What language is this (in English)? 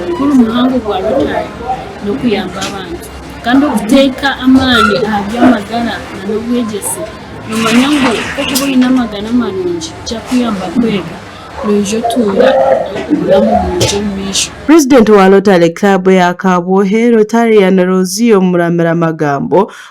Nyankole